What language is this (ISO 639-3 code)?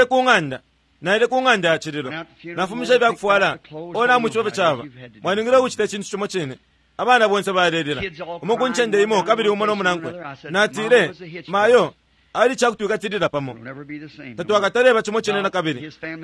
bem